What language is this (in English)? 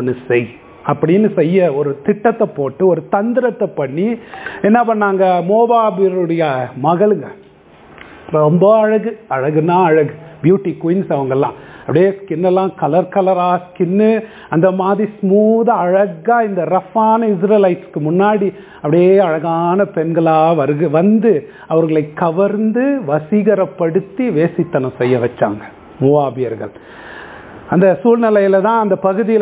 Tamil